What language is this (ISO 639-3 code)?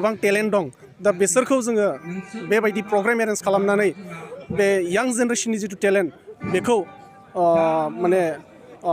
brx